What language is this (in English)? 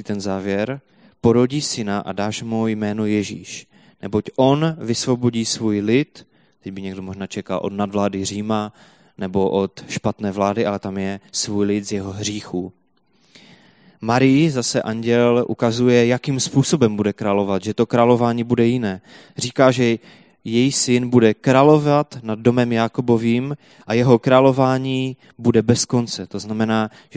Czech